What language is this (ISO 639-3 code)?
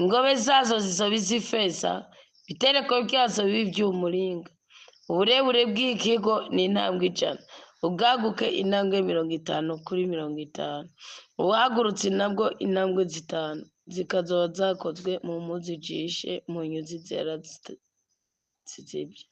run